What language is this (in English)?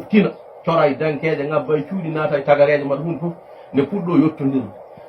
Fula